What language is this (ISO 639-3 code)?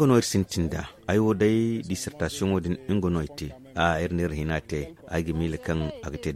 dje